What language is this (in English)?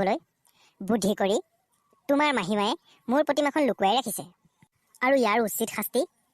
Assamese